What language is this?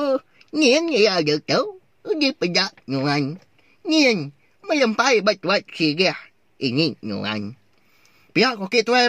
Iban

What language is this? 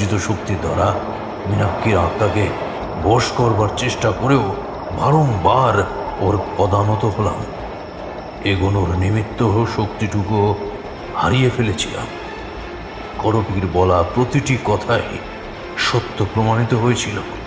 Bangla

